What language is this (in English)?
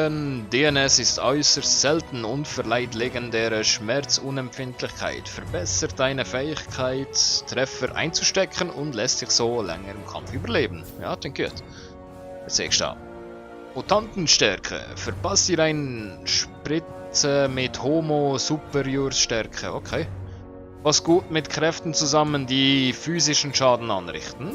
Swiss German